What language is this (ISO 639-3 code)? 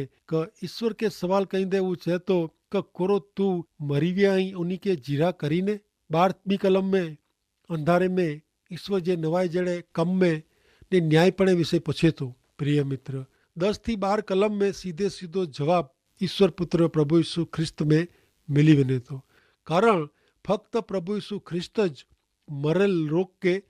kfr